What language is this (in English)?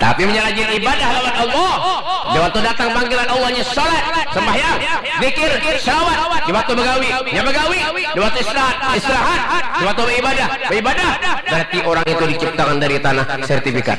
Banjar